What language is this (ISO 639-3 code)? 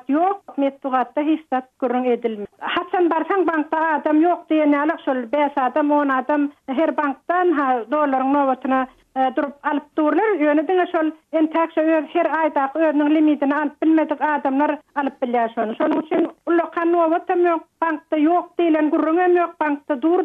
tuk